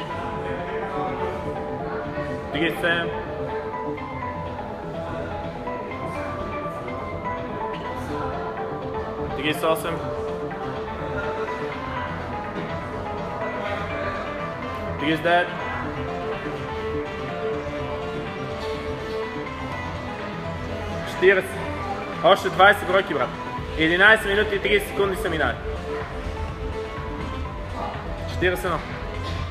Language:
Bulgarian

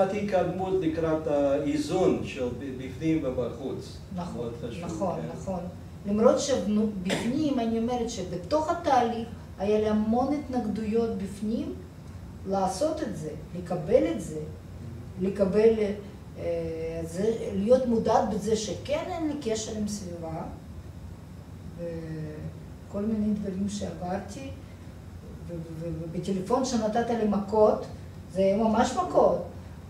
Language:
Hebrew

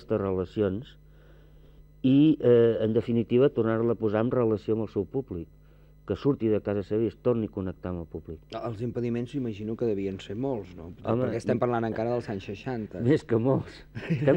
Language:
Catalan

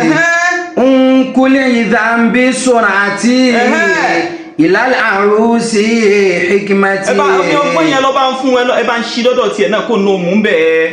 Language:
Yoruba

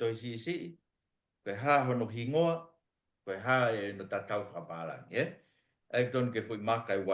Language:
Tongan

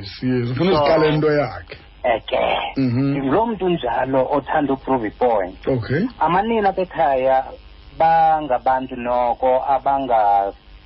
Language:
Xhosa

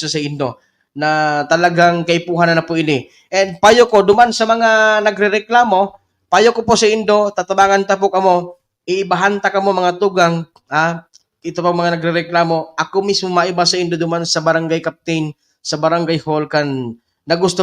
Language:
Bikol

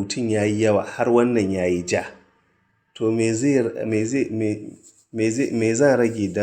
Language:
Hausa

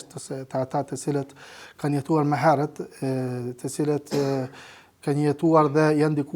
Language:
Albanian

